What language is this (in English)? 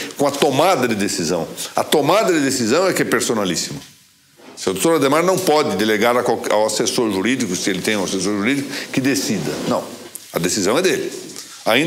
Portuguese